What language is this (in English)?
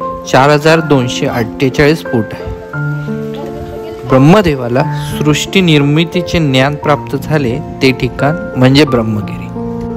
Marathi